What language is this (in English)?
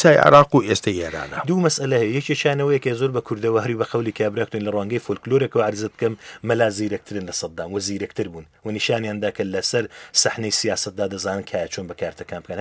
Central Kurdish